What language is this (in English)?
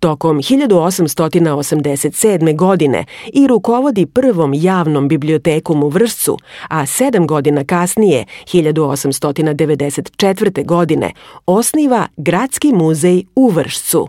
Serbian